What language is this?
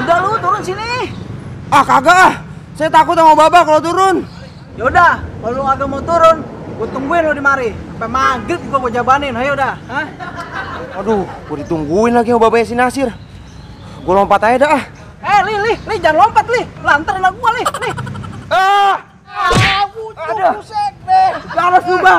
Betawi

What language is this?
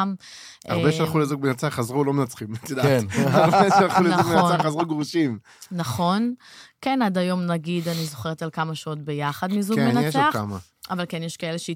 Hebrew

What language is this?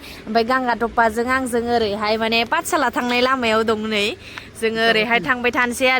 Bodo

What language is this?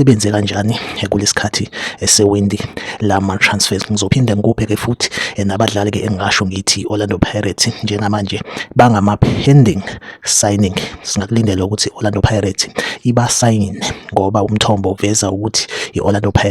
Zulu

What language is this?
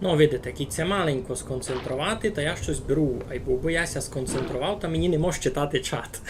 Rusyn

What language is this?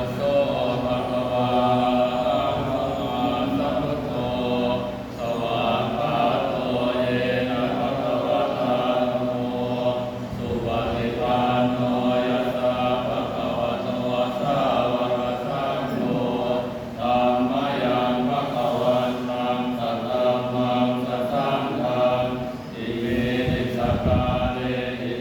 Pali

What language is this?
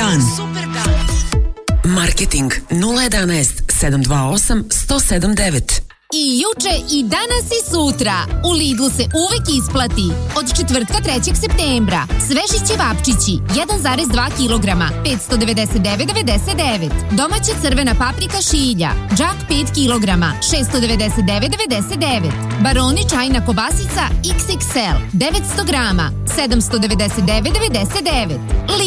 Serbian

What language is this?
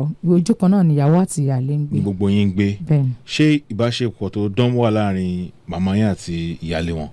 Yoruba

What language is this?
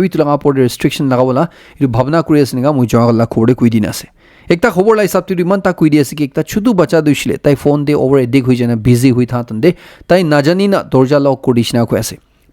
Naga Pidgin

